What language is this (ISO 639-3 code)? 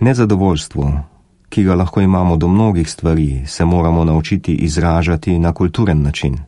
slv